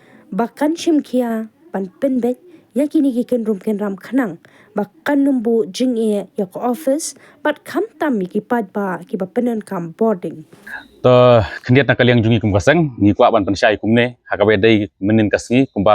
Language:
Khasi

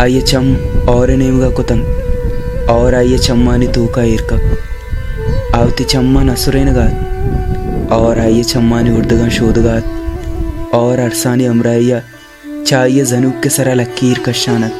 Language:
Baluchi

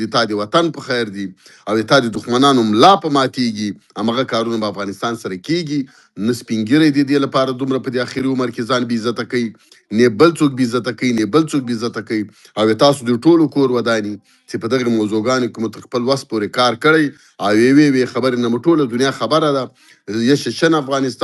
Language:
Pashto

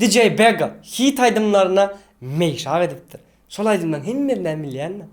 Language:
Turkmen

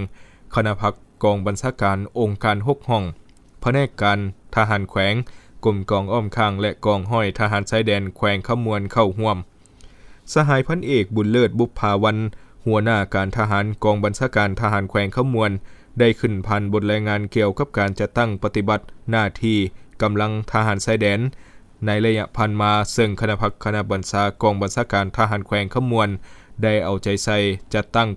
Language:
Lao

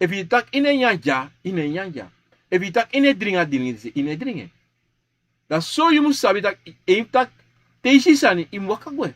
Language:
Sranan Tongo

